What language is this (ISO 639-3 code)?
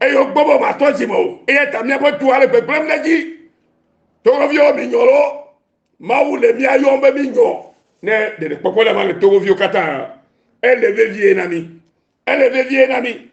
ewe